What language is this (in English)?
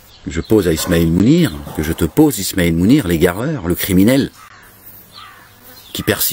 French